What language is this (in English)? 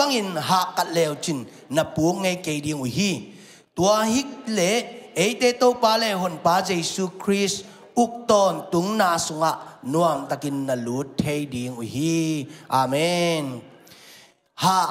Tedim Chin